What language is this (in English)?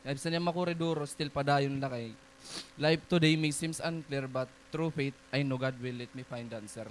Waray